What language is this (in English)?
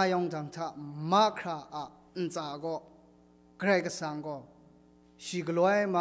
Kachin